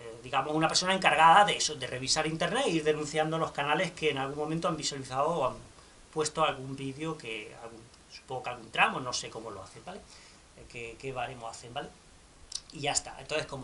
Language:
Spanish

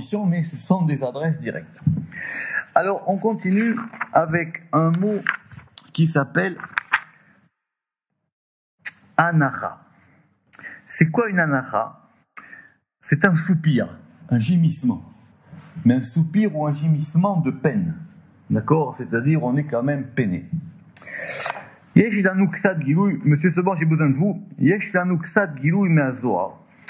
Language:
French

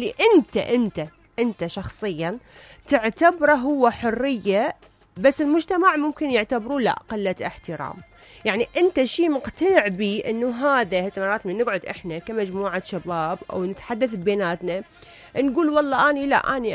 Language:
Mesopotamian Arabic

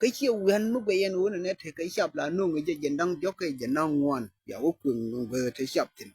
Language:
Nuer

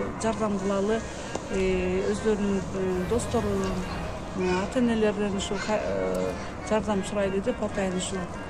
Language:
Kyrgyz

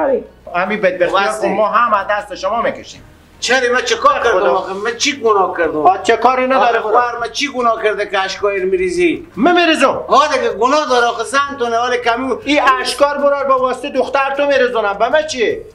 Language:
Persian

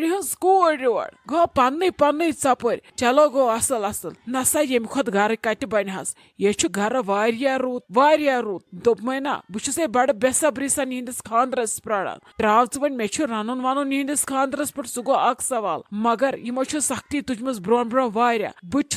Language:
Kashmiri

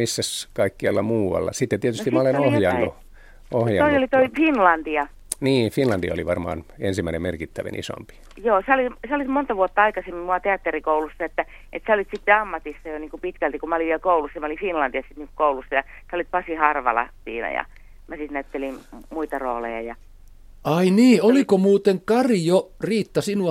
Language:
Finnish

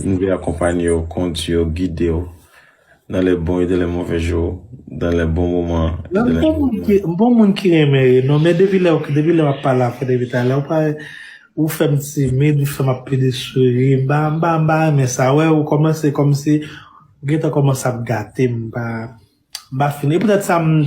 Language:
Haitian Creole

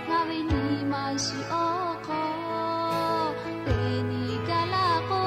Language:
Lahu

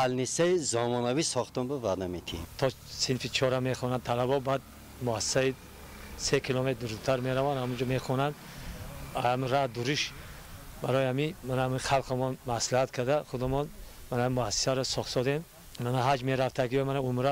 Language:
Tajik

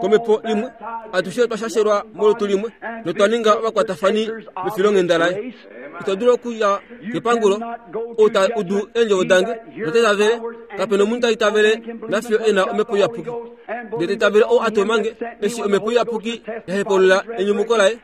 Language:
Kuanyama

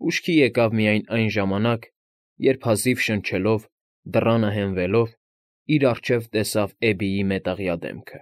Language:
Armenian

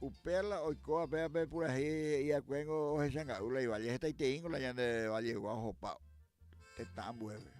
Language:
Guarani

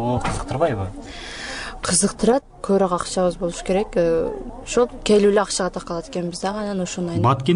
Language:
Kyrgyz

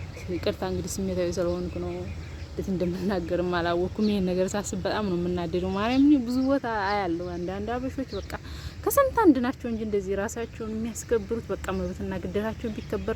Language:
Amharic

